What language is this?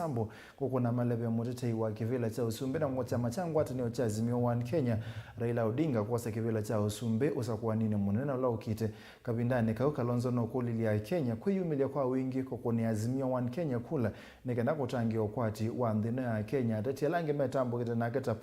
Kamba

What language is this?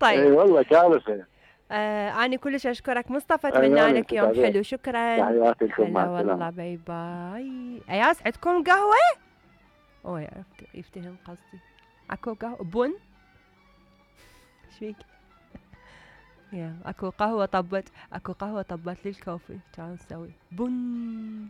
Mesopotamian Arabic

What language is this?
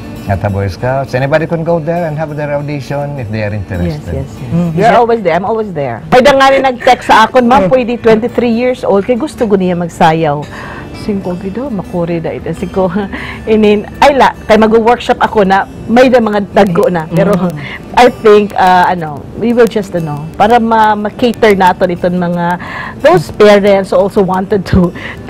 Waray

